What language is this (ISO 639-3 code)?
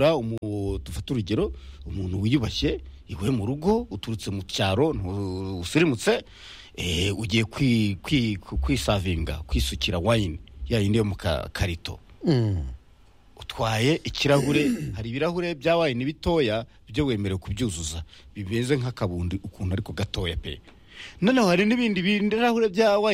kin